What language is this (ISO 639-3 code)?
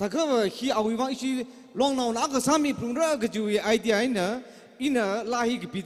nmf